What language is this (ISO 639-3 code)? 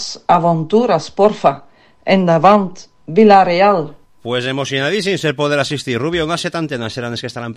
cat